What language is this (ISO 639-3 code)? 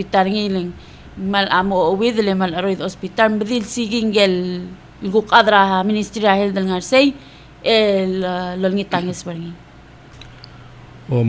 pau